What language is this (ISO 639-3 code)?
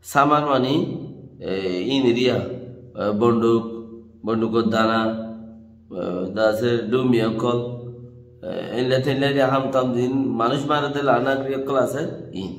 rhg